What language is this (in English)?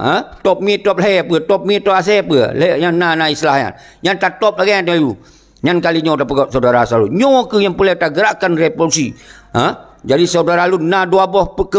Achinese